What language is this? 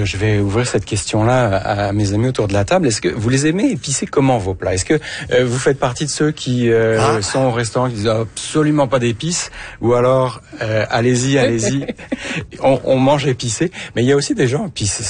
French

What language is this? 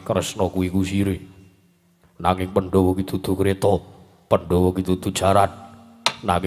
Javanese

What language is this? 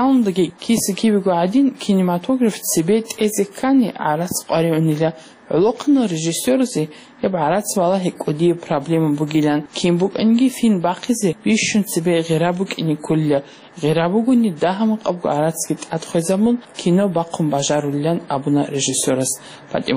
Avaric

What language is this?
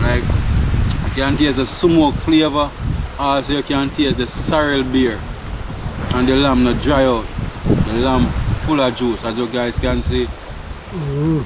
Jamaican Creole English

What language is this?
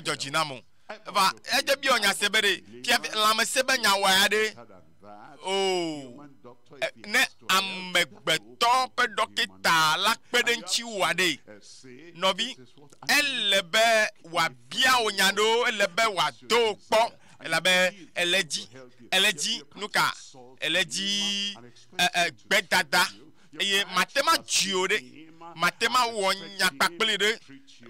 Ewe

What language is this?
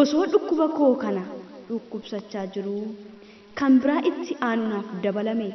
Oromo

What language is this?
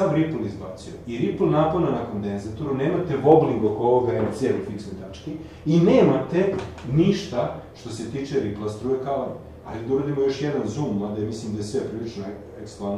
Serbian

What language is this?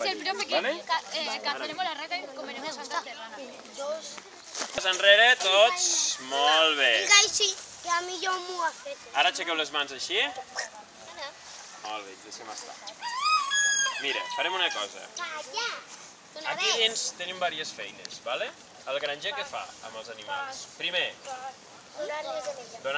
Catalan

